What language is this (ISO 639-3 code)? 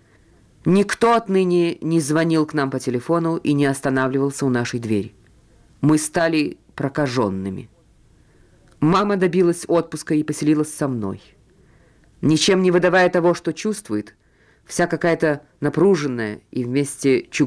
rus